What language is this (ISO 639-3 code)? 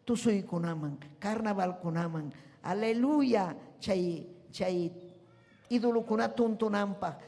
quy